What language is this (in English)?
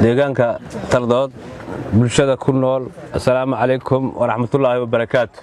Somali